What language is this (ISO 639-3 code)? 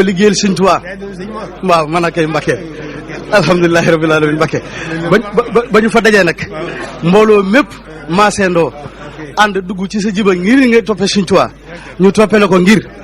wol